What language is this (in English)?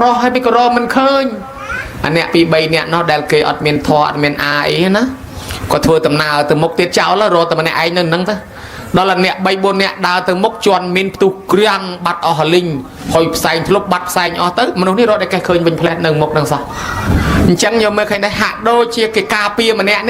Khmer